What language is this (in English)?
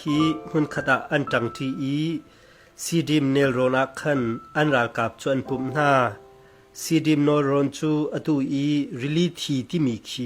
Hakha Chin